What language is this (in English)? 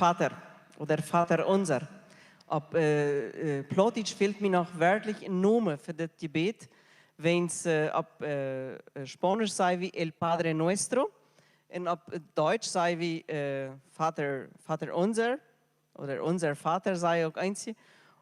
Plautdietsch